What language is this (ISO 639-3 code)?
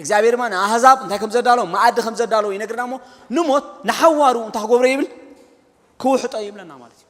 tir